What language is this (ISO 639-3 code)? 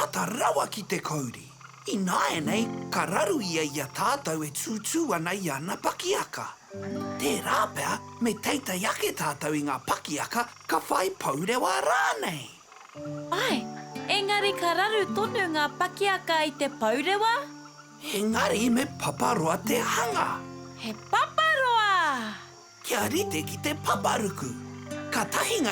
mri